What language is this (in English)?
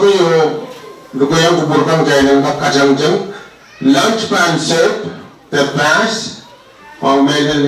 Pohnpeian